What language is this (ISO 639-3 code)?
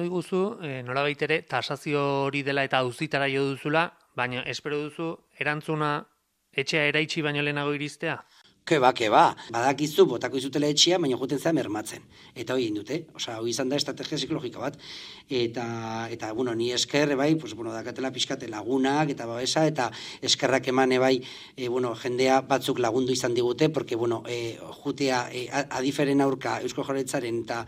eus